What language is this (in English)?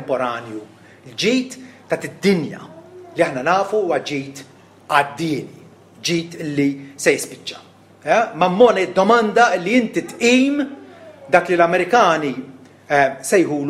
Maltese